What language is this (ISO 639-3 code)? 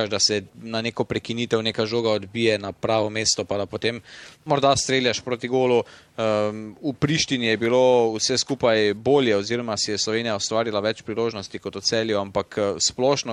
slv